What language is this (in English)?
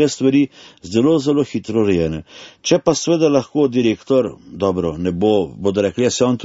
Slovenian